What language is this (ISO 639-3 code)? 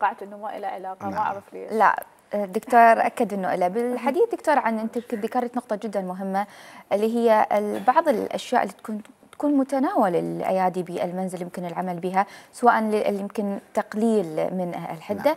acm